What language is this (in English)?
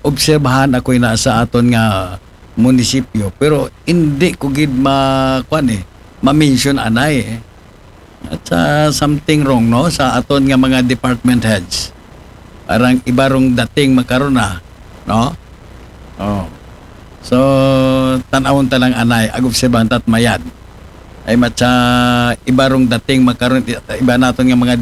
Aklanon